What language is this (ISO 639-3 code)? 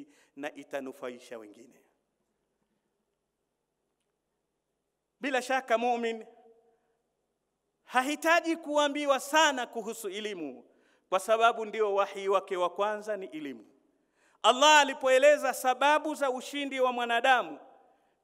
swa